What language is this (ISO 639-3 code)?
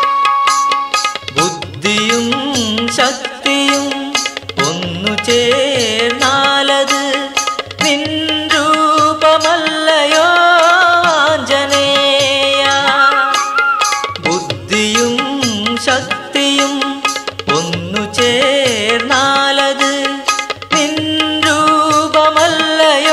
mal